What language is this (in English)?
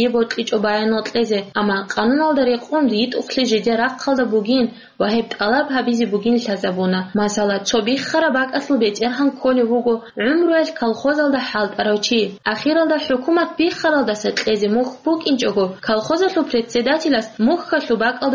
Avaric